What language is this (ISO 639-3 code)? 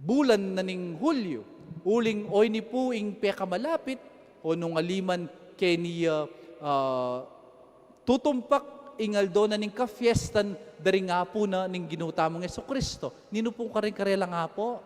pam